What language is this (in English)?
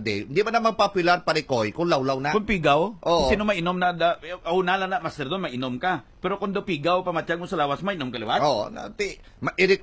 Hiligaynon